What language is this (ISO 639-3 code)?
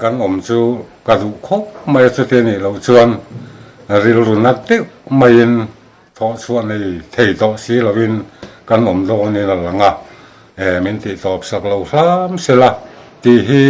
lus